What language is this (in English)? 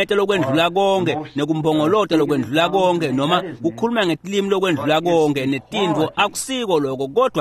Swati